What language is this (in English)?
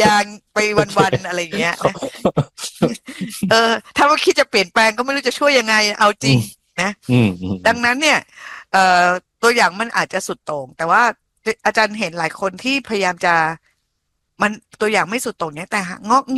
Thai